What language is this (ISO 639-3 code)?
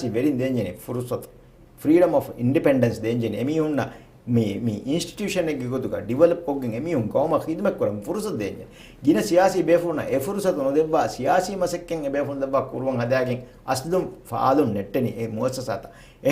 div